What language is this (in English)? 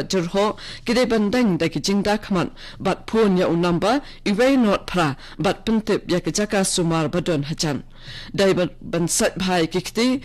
Khasi